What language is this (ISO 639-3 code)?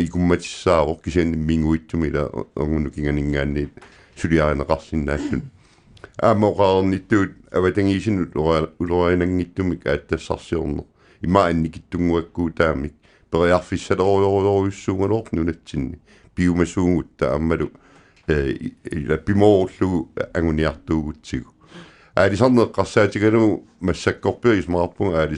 kal